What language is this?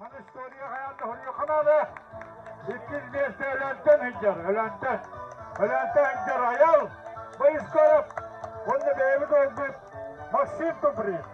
Yakut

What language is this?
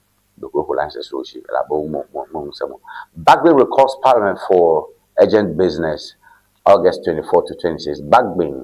Ewe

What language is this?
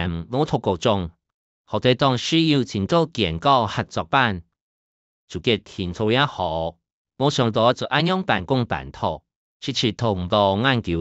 Hakka Chinese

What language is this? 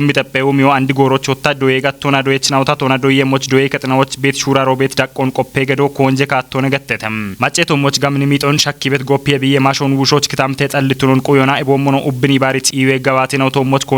Kafa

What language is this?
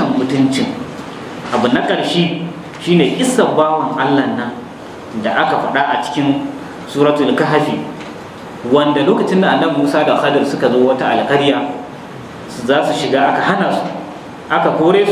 Hausa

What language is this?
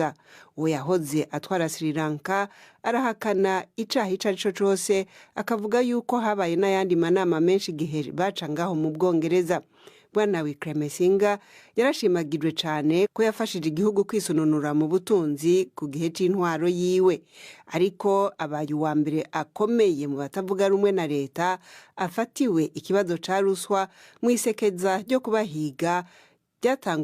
Rundi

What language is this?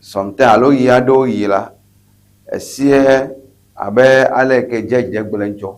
Ewe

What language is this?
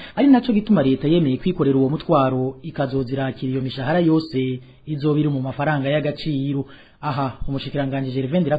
Rundi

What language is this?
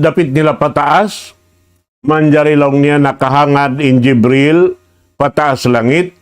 Tausug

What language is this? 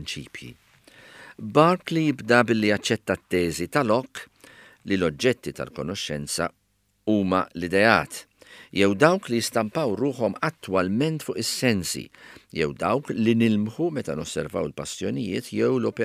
Maltese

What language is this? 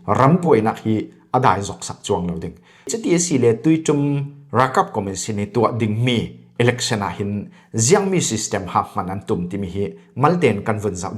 Falam Chin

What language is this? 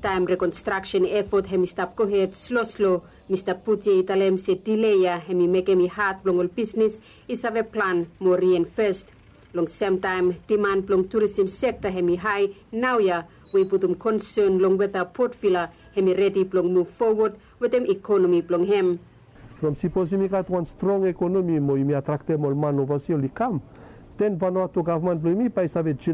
Bislama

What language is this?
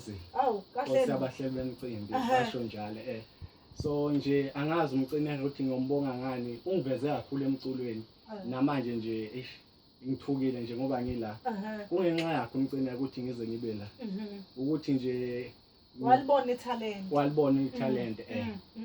Zulu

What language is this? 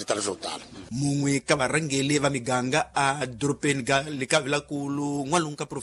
Tsonga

